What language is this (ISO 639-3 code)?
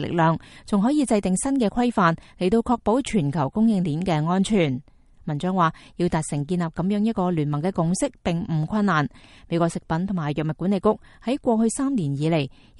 yue